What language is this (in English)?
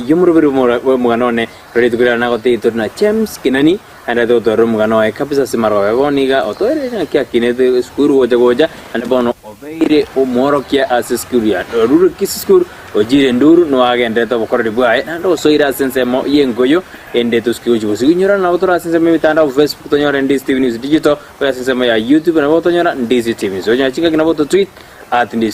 Gusii